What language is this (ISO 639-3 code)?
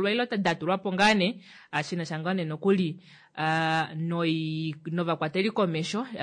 kua